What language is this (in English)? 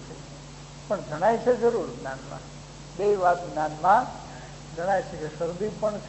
Gujarati